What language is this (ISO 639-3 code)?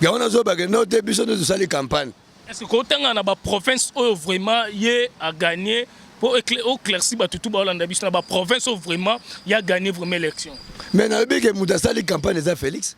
lin